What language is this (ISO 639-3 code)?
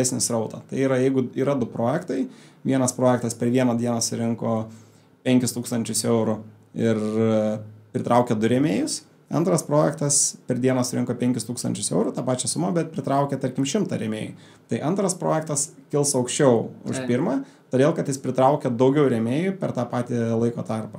lit